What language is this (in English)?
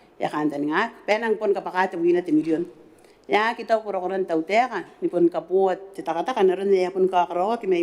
Gilbertese